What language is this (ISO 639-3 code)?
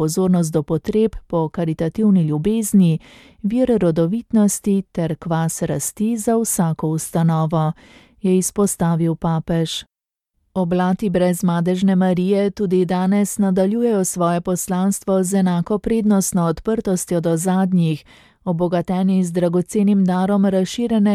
slv